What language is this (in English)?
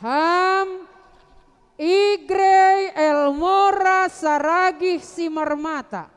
Batak Simalungun